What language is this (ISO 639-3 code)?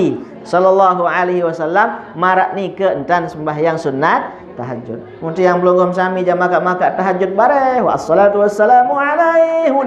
sas